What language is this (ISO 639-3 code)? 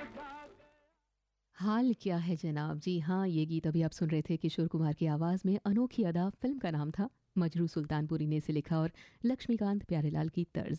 hin